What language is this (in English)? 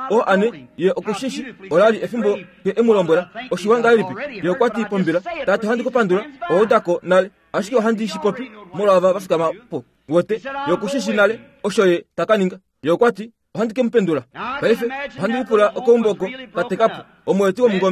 Kuanyama